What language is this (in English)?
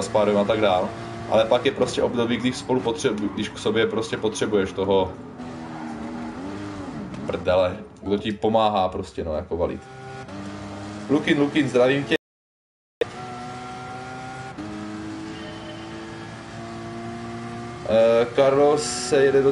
Czech